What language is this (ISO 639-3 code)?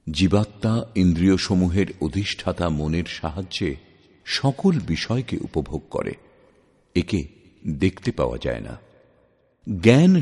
ben